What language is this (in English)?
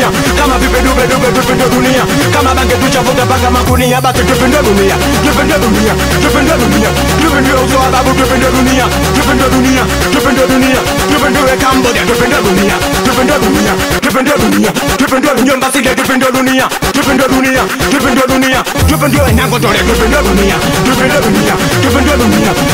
Swahili